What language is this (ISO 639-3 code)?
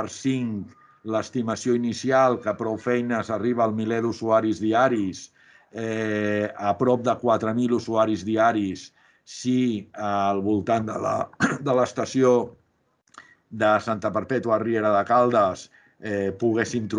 cat